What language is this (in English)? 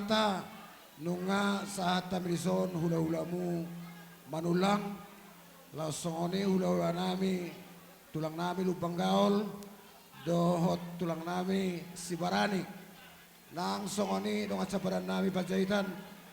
Batak Toba